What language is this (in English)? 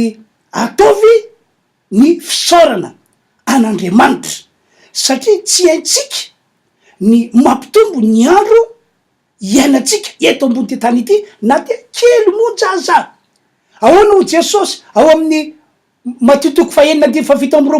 Malagasy